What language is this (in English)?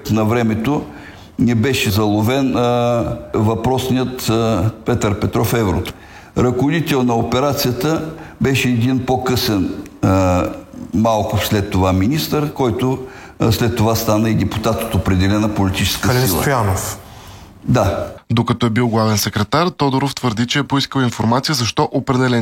Bulgarian